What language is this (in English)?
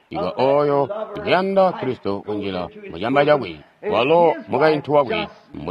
Tonga (Zambia)